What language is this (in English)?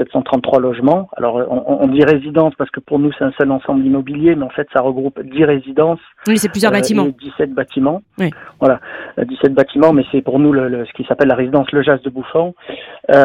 French